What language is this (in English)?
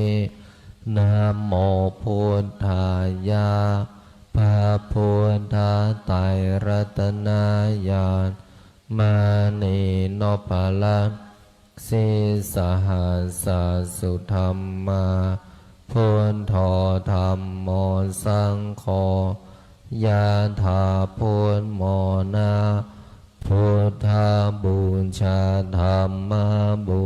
Pali